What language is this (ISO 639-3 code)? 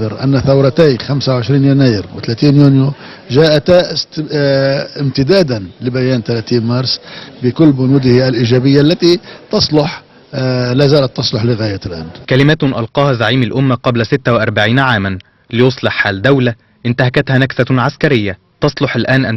arz